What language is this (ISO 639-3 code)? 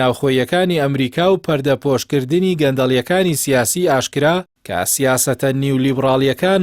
ckb